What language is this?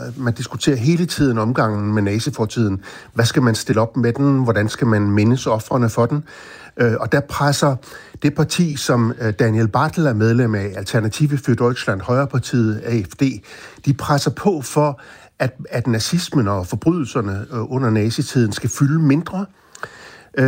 Danish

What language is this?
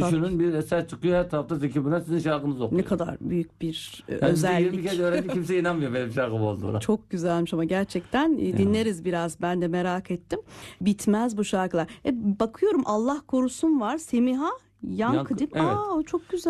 Turkish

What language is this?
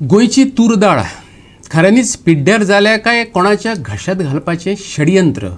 Konkani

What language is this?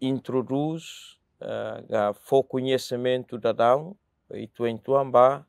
Tetum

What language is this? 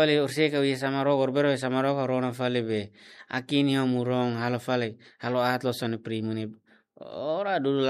Tetum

